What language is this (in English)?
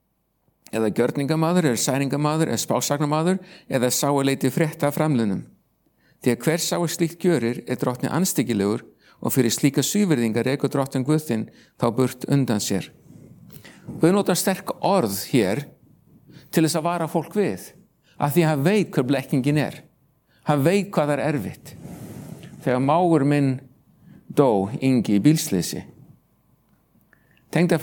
Icelandic